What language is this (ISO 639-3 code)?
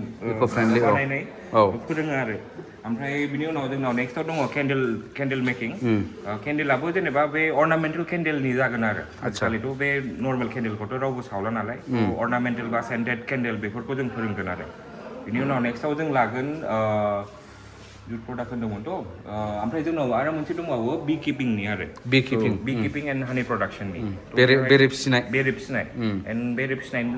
brx